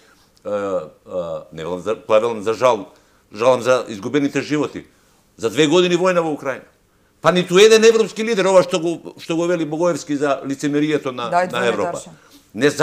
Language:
Macedonian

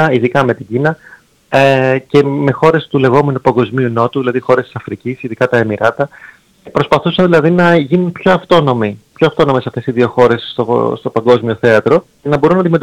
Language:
Greek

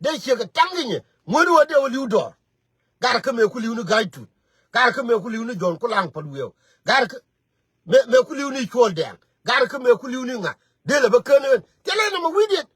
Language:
Nuer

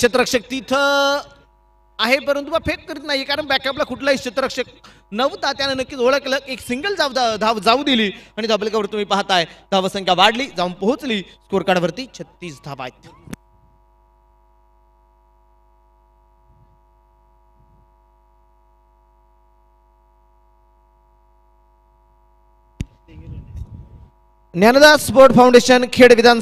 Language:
Marathi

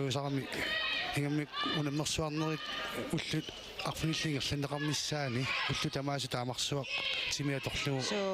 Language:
Kalaallisut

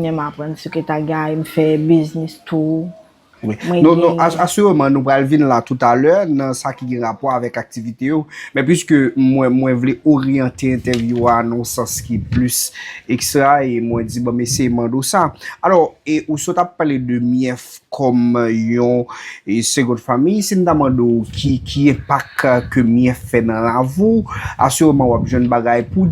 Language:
Haitian Creole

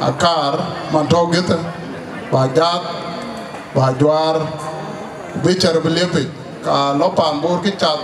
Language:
Dinka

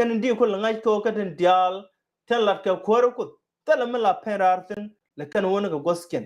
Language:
Nuer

